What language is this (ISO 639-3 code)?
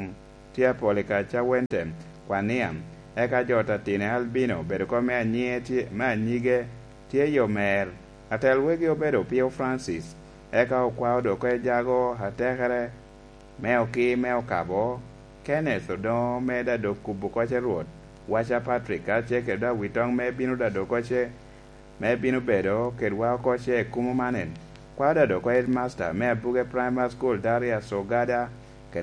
laj